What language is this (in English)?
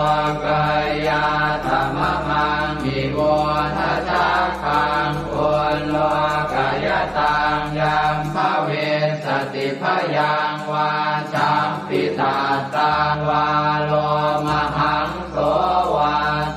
Pali